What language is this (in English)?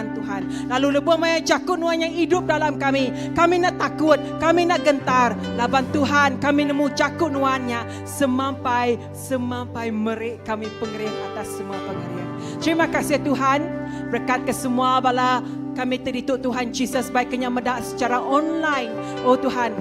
Iban